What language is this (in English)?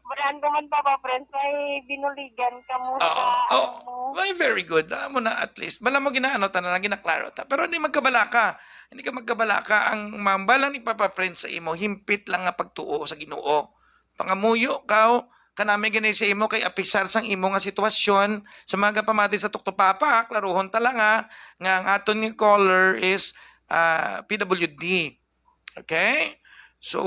Hiligaynon